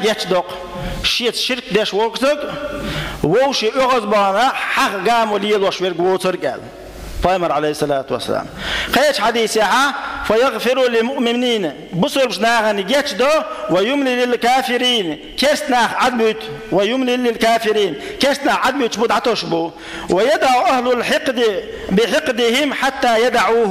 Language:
Chechen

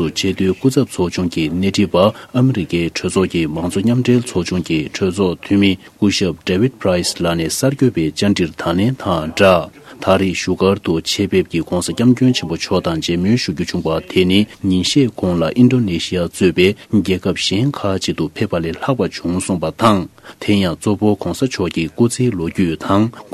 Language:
Tibetan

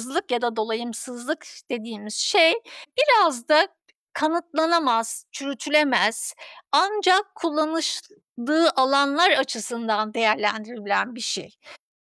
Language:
Turkish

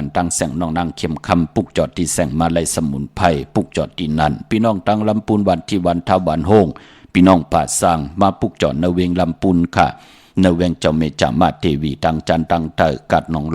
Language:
Shan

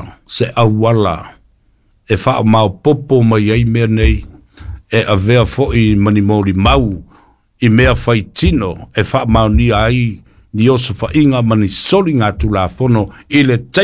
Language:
Samoan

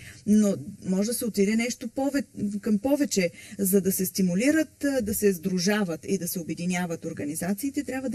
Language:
Bulgarian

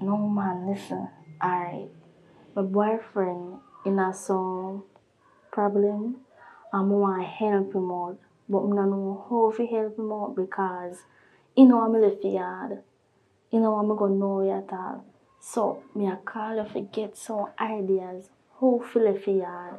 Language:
Jamaican Creole English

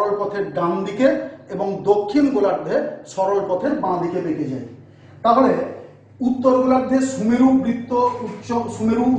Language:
Bangla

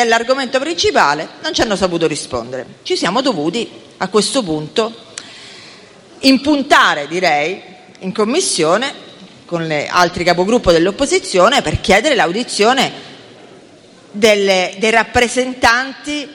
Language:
Italian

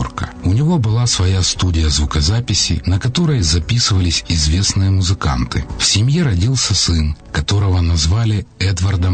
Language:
Russian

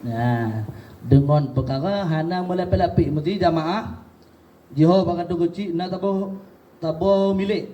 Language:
Achinese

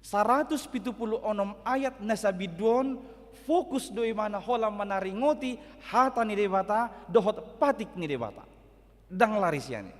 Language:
Batak Toba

